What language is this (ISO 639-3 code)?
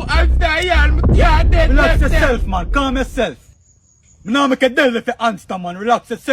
jam